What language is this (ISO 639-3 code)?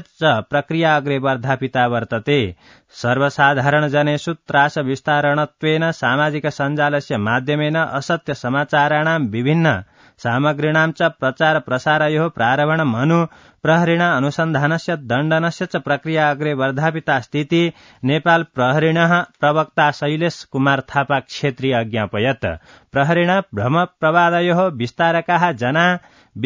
san